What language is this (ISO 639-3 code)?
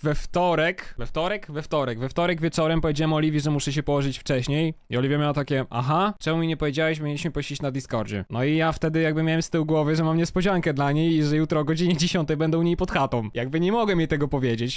pol